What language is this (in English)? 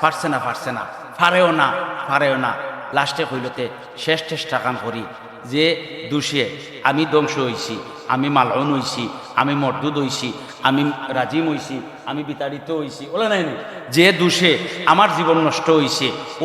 Sylheti